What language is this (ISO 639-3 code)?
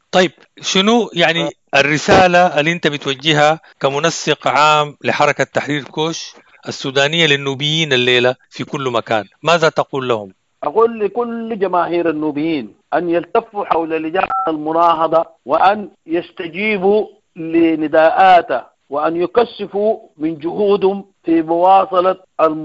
apd